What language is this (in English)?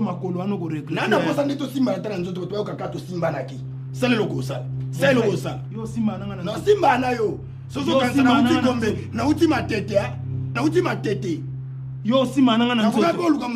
Lingala